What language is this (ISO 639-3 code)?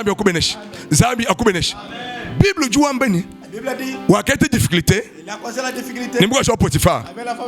lua